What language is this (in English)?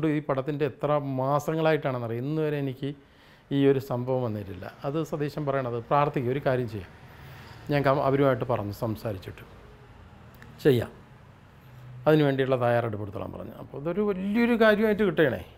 Malayalam